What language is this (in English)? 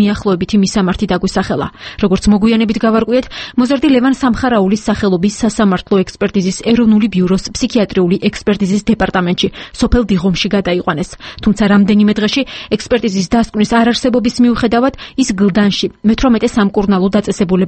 Georgian